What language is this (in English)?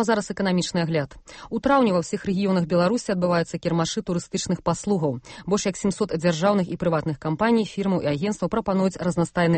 Belarusian